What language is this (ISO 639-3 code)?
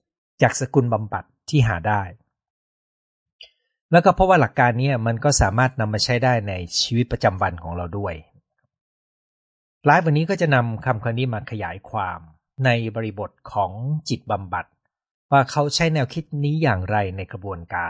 tha